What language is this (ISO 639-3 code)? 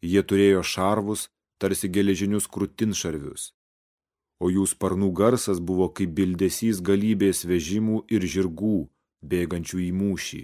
lit